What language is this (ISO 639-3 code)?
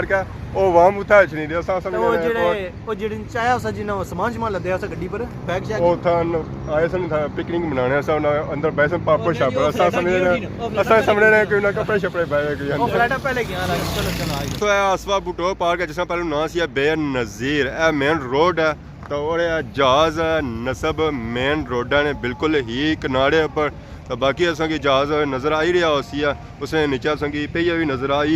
phr